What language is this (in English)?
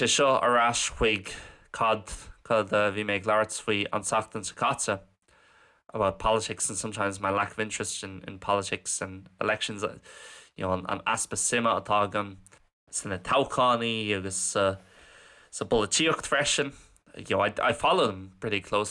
Irish